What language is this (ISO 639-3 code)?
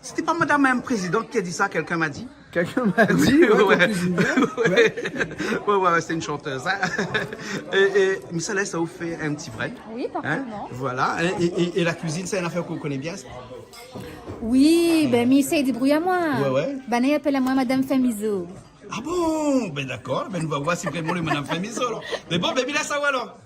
rcf